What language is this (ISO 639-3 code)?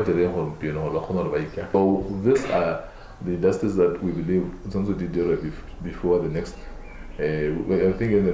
tsn